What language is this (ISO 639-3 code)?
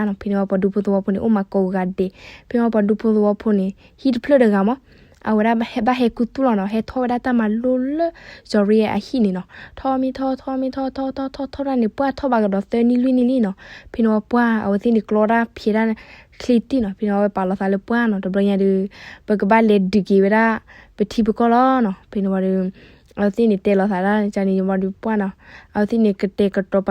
ksw